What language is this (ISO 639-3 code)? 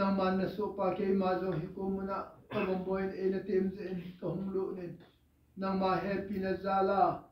tcz